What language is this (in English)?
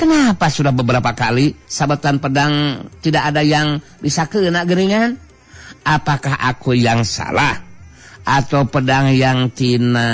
Sundanese